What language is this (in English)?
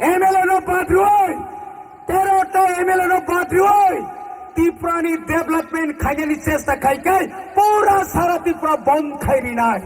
Kok Borok